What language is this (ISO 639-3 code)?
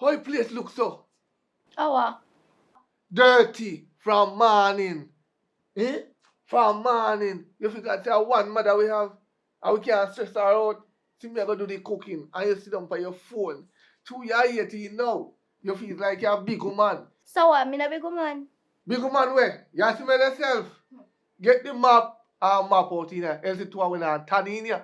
jam